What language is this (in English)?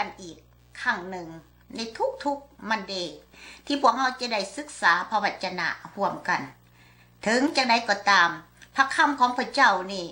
Lao